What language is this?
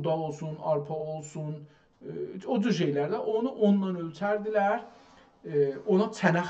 South Azerbaijani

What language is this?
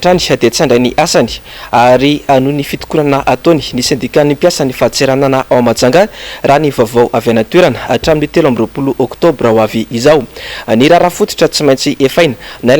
Malagasy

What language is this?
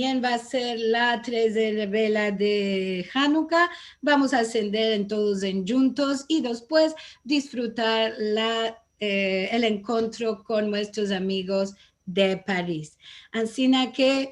Ladino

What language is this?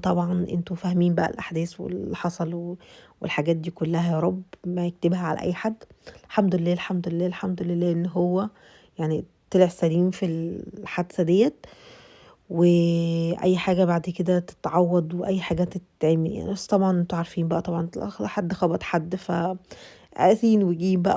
Egyptian Arabic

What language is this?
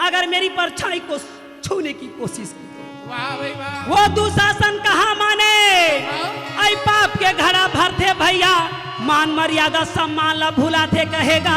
Chhattisgarhi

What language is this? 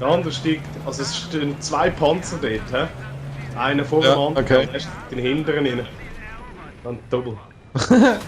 Swiss German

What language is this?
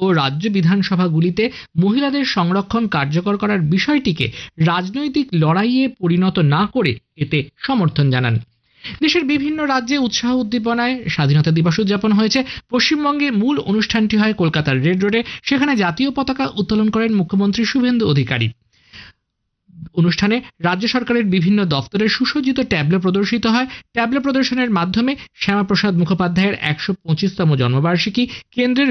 Bangla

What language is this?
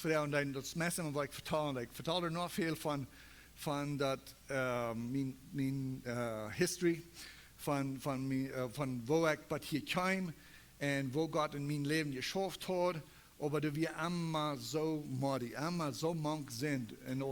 Plautdietsch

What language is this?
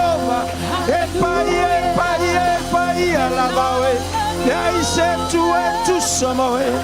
Samoan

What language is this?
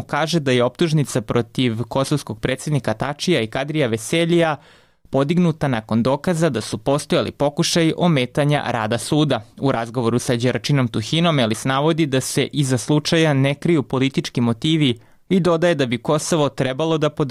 Serbian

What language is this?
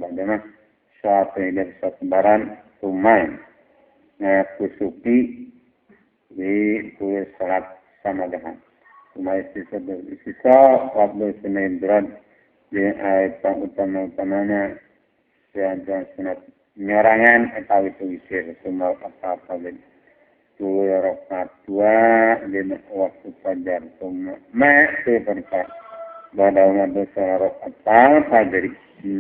Sundanese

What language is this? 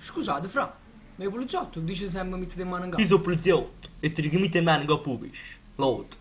Neapolitan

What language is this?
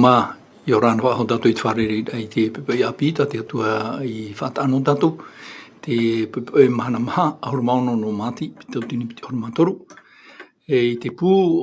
Tahitian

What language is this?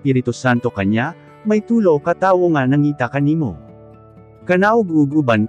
Cebuano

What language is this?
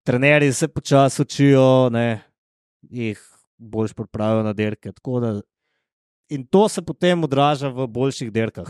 Slovenian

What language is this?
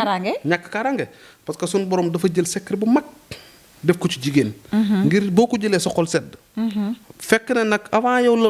Wolof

